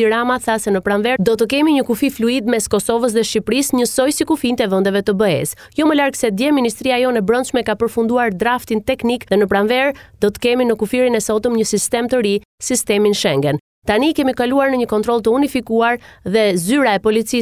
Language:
Albanian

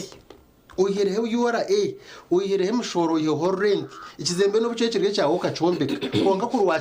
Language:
Nyankole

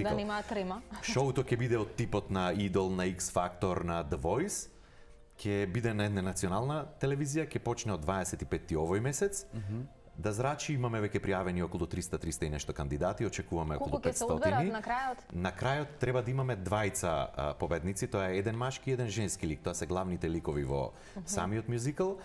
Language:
Macedonian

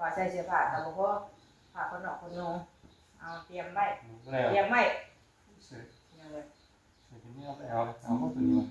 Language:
Northeastern Thai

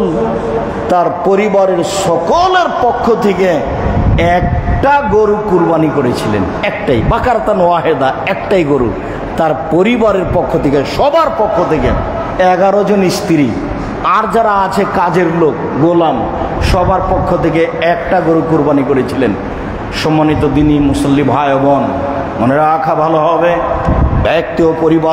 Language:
Bangla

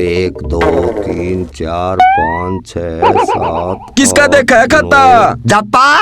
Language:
Haryanvi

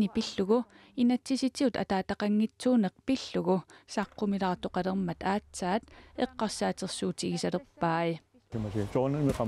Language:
Kalaallisut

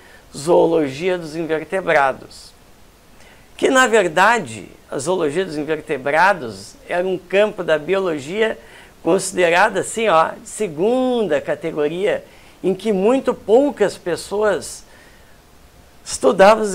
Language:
Portuguese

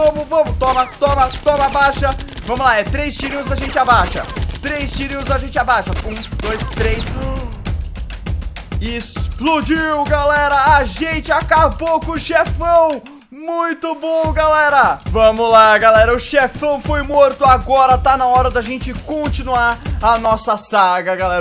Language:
Portuguese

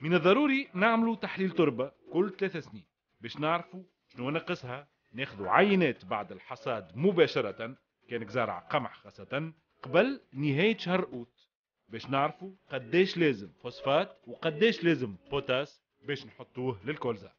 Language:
Tunisian Arabic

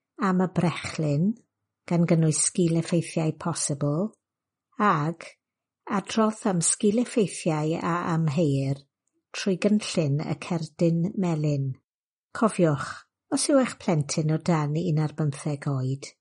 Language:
Welsh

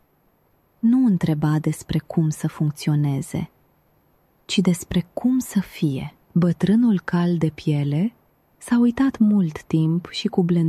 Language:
Romanian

